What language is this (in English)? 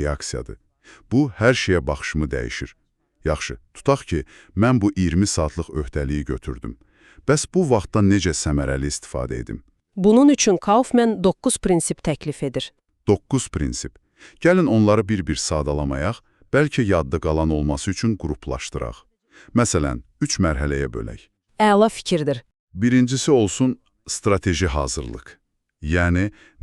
Azerbaijani